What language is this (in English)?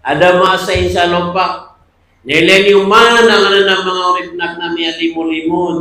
Maranao